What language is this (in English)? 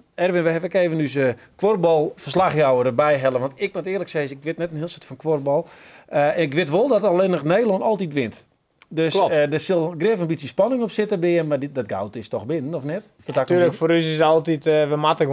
Western Frisian